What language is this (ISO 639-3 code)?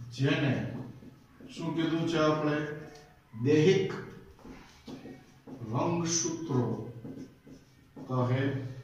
guj